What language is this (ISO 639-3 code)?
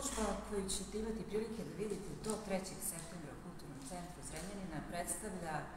srp